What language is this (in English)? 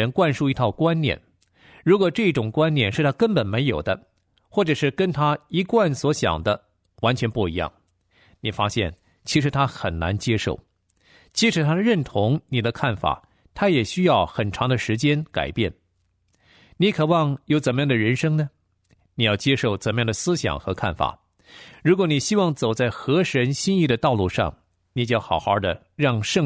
Chinese